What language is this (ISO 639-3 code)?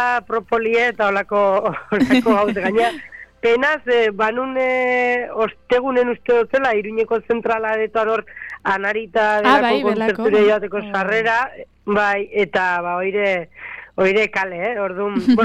eus